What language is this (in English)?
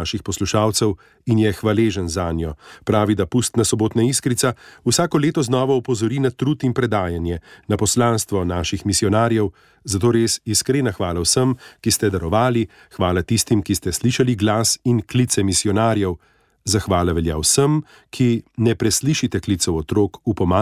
Slovenian